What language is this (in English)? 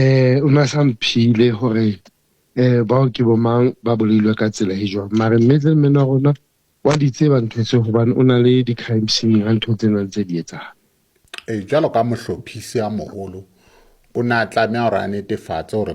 Southern Sotho